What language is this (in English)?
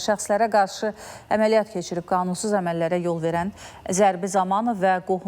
Azerbaijani